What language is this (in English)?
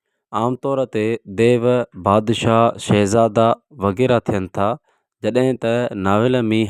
Sindhi